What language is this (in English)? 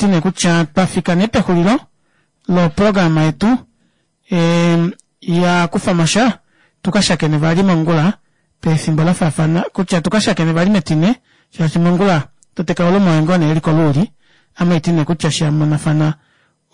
Kuanyama